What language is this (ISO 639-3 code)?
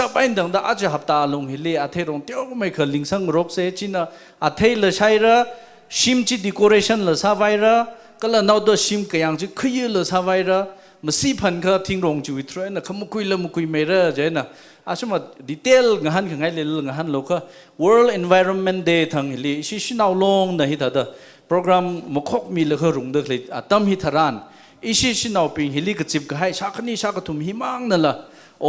nmf